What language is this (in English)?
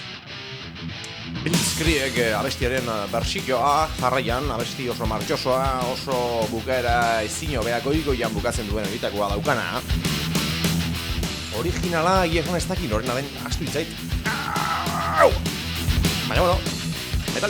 Basque